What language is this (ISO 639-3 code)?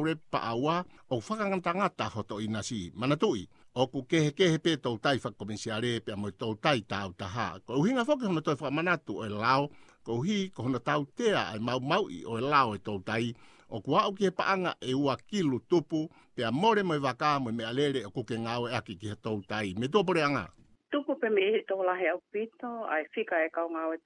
ton